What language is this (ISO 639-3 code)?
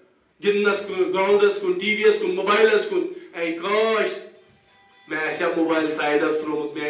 kas